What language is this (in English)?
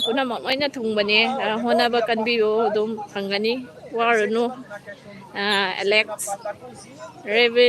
Manipuri